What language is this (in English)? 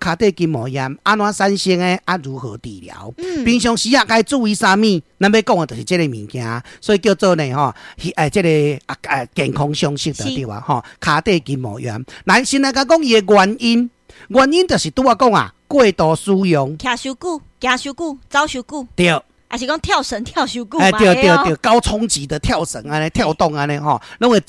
Min Nan Chinese